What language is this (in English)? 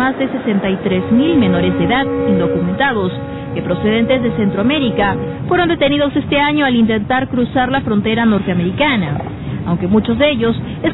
Spanish